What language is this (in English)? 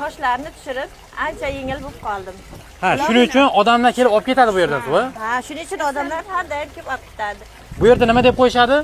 Uzbek